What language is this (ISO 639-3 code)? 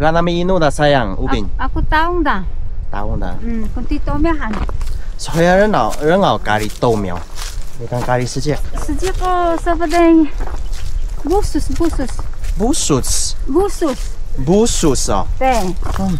trv